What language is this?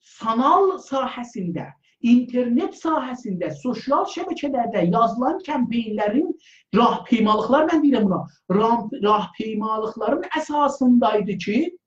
South Azerbaijani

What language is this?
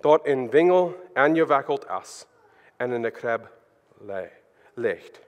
Plautdietsch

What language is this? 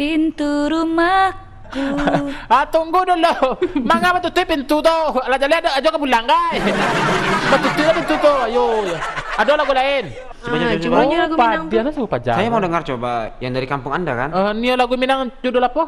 Minangkabau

